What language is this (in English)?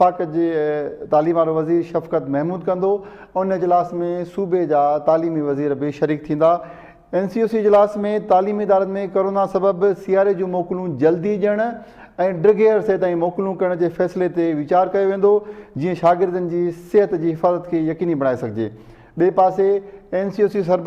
Sindhi